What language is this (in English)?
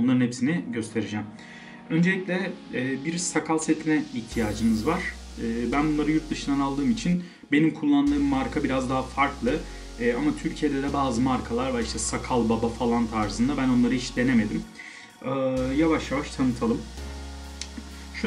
Turkish